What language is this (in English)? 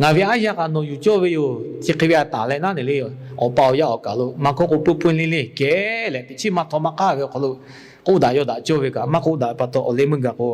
Lahu